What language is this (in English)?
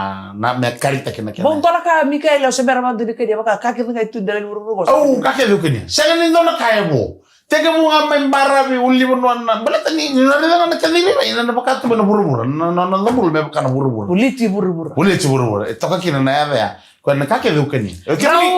Fijian